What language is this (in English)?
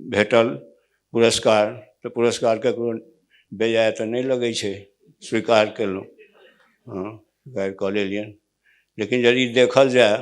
Maithili